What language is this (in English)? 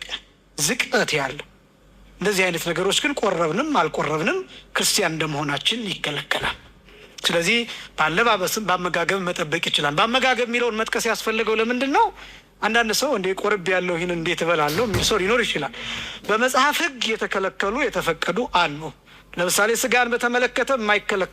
Amharic